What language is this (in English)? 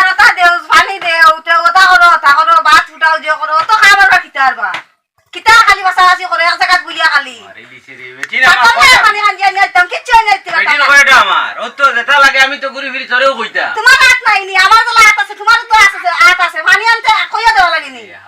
Sylheti